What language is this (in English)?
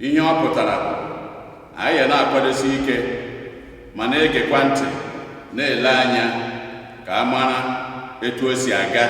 Igbo